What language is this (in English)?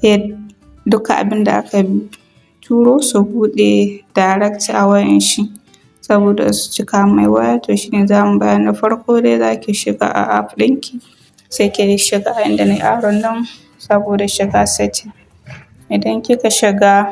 Hausa